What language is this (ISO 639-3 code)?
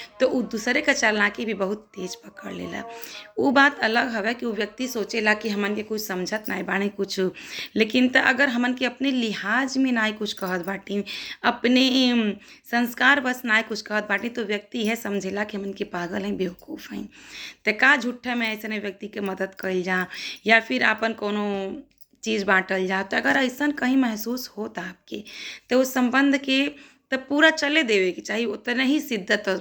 bho